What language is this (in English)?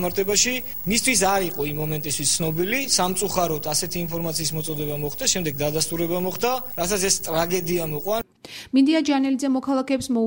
Georgian